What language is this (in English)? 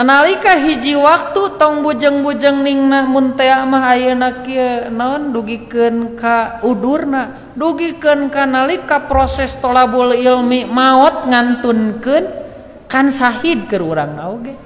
Sundanese